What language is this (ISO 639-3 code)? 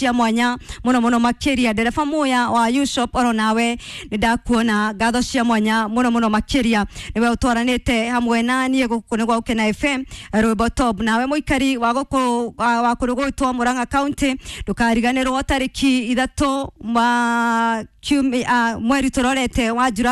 kik